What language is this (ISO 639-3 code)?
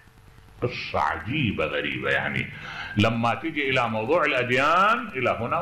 acm